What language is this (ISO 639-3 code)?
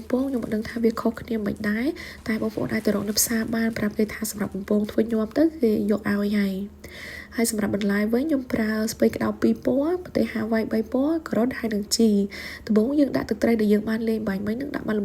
khm